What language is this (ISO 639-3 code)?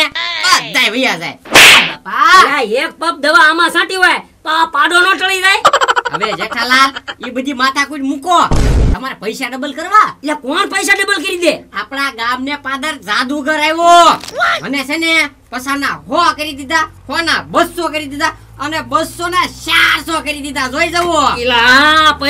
guj